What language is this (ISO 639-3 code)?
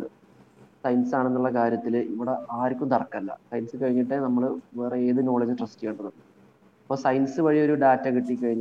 mal